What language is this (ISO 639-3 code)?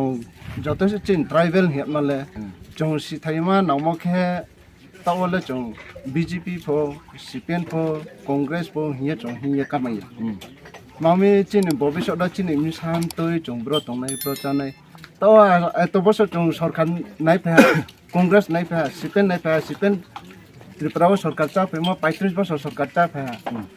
trp